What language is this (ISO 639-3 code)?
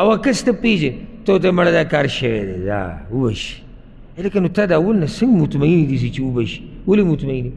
pus